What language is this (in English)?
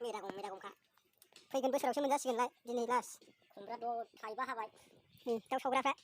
Bodo